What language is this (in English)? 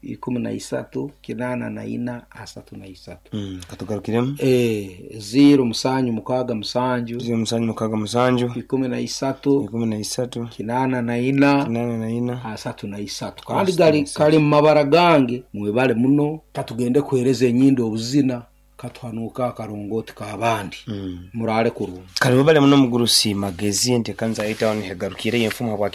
Nyoro